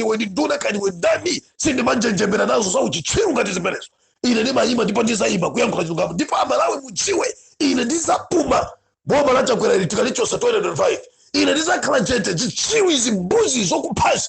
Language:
Nyanja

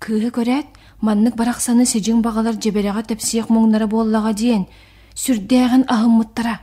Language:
Yakut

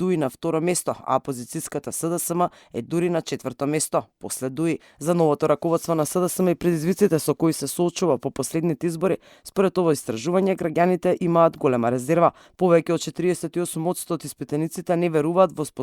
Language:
Macedonian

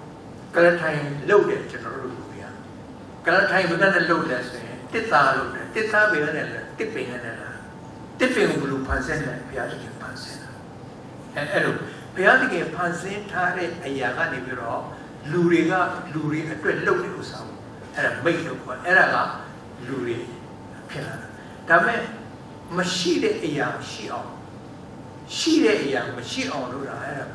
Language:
Burmese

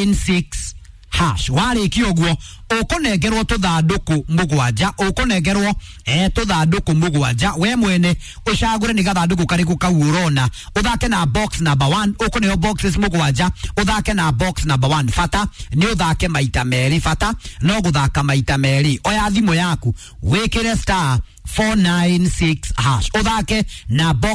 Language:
Kikuyu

